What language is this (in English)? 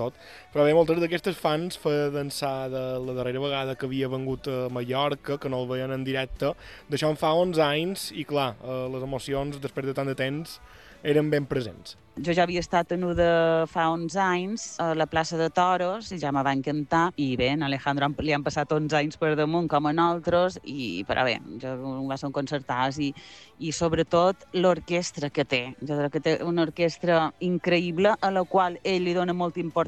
Catalan